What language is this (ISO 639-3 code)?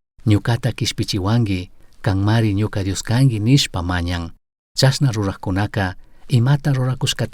qug